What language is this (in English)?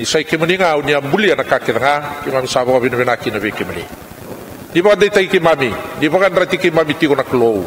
Fijian